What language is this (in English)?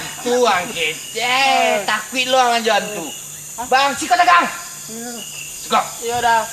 Minangkabau